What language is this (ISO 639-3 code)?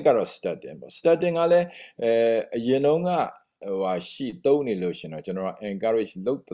mya